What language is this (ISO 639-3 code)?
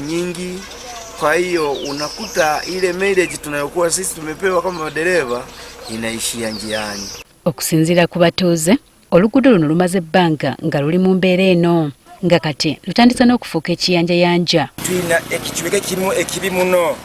lug